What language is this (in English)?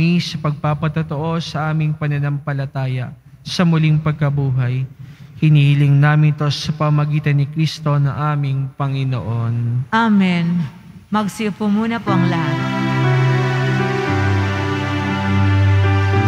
Filipino